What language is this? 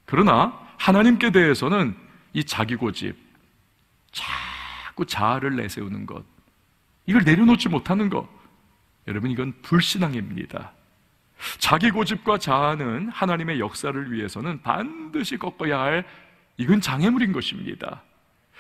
Korean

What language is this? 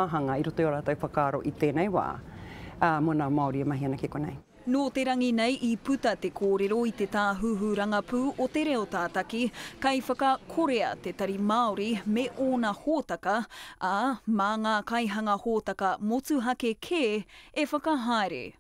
Māori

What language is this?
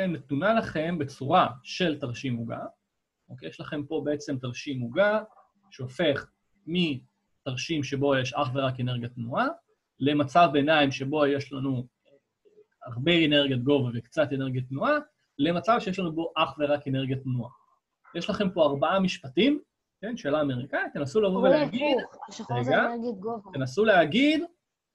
Hebrew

